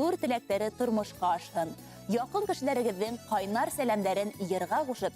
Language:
Bashkir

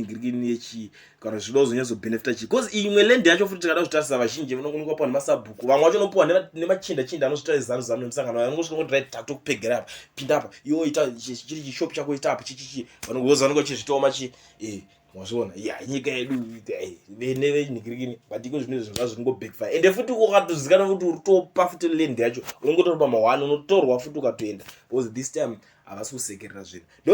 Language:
Shona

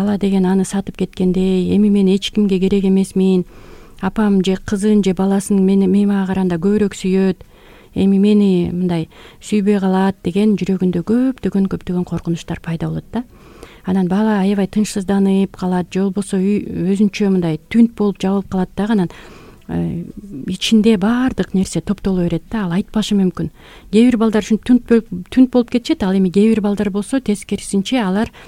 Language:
Kyrgyz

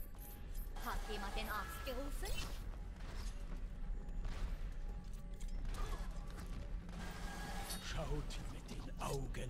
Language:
German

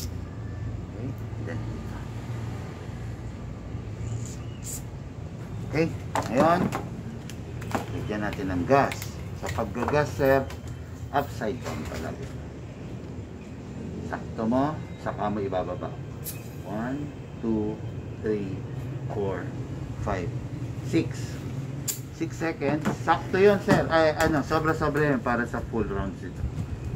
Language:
Filipino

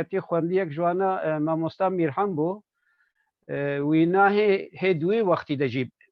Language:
Kurdish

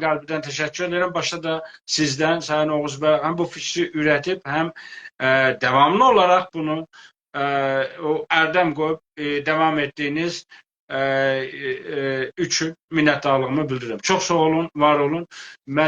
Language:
South Azerbaijani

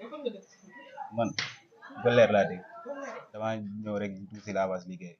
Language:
Wolof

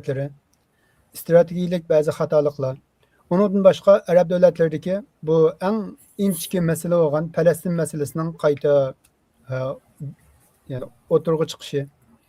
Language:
Uyghur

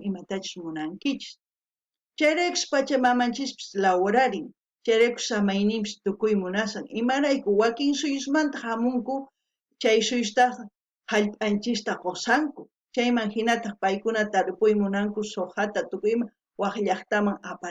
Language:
South Bolivian Quechua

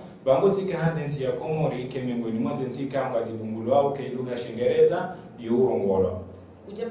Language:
Ngazidja Comorian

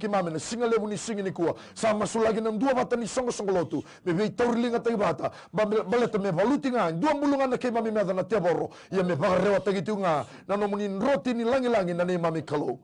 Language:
Fijian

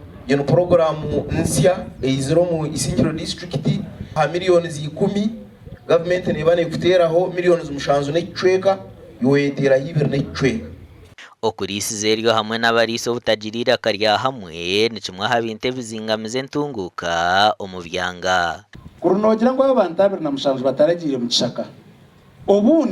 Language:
Nyankole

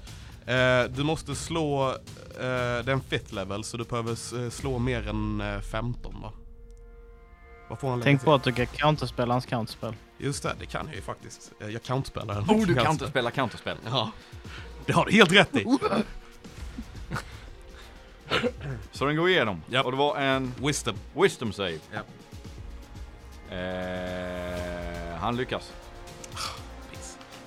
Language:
Swedish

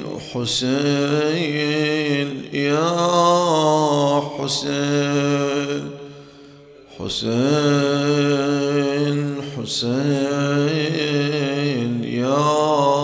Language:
Arabic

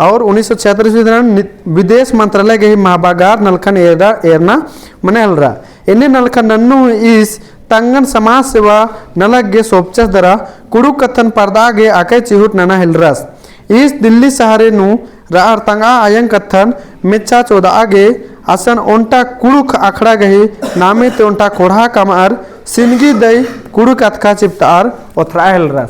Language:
Kurukh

